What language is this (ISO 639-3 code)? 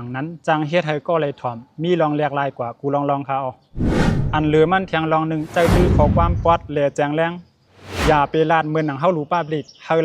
shn